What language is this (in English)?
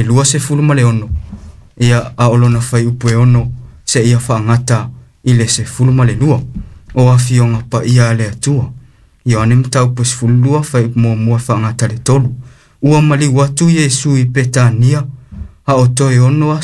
Samoan